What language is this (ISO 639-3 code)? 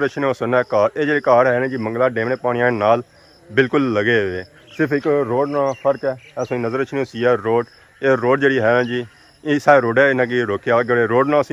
phr